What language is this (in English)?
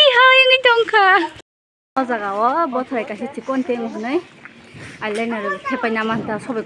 Kok Borok